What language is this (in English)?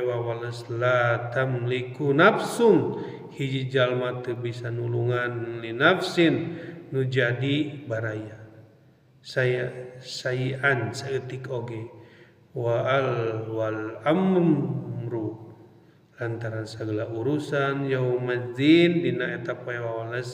Sundanese